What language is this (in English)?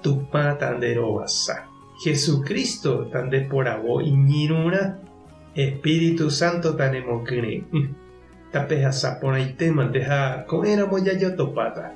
Guarani